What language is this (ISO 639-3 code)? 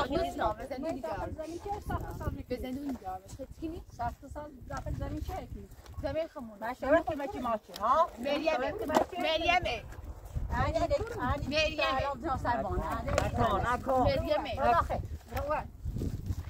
fas